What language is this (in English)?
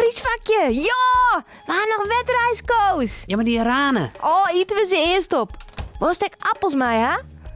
Western Frisian